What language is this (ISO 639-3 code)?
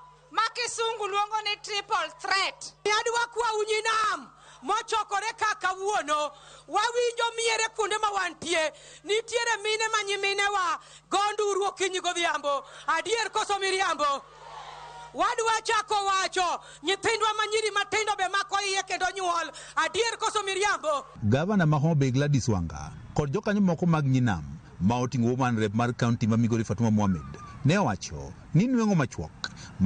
luo